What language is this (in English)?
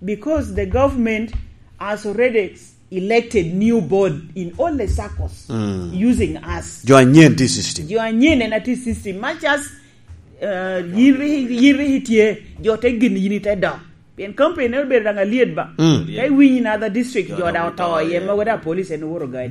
Lango (Uganda)